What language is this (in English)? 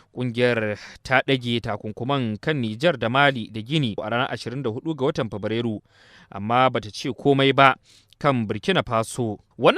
Hausa